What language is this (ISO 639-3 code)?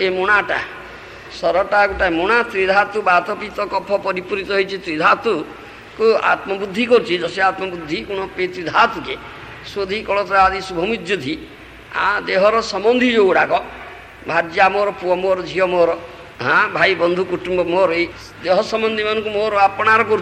ori